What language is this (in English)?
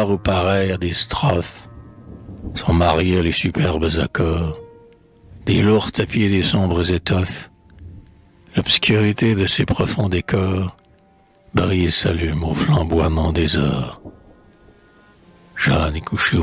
French